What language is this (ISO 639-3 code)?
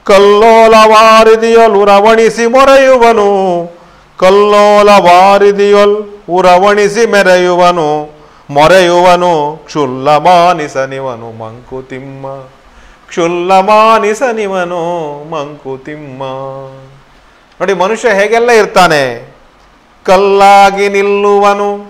kan